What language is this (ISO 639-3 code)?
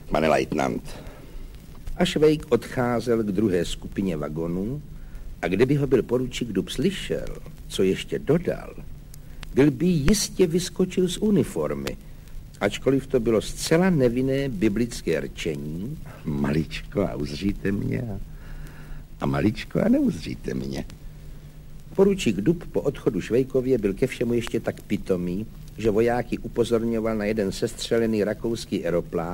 ces